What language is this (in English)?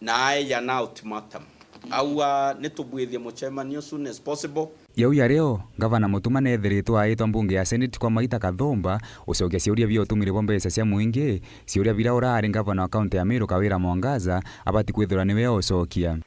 Meru